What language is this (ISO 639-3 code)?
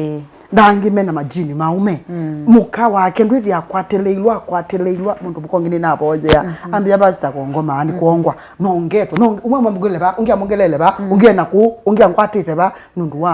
kam